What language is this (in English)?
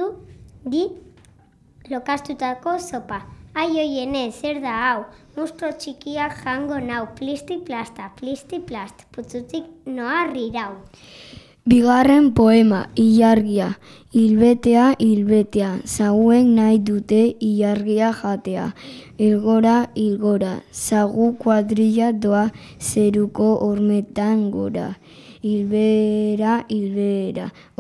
Basque